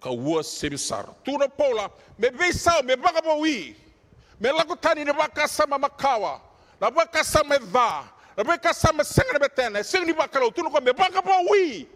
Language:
Fijian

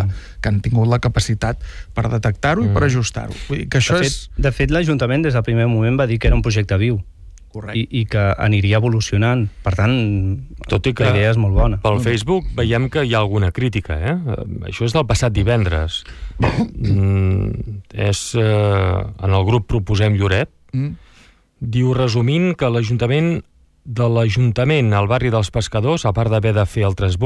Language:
Catalan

